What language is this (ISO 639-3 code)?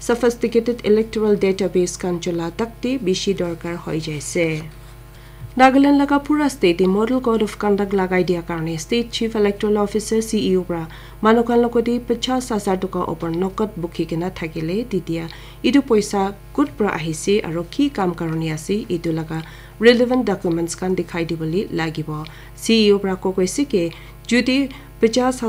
nag